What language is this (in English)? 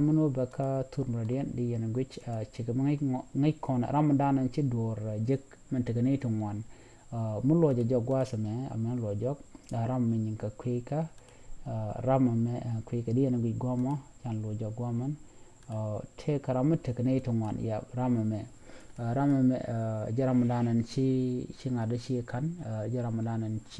Nuer